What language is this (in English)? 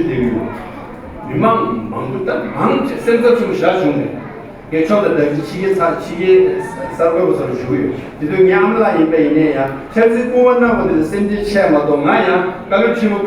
Tibetan